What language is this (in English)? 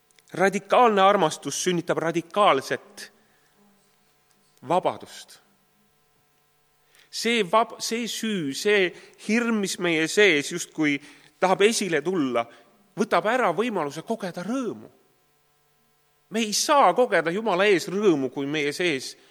Estonian